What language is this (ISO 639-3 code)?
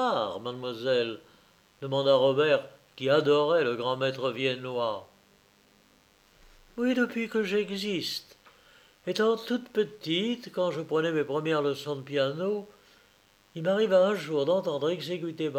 fra